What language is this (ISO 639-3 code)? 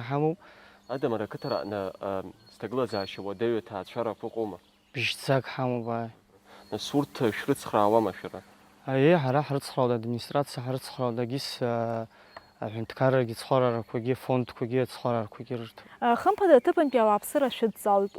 abk